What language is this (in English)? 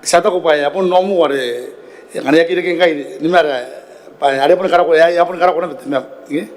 Gilbertese